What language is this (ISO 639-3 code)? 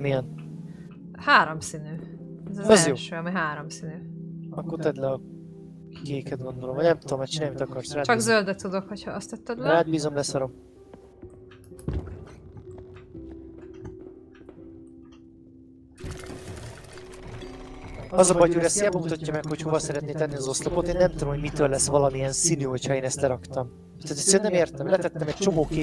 hun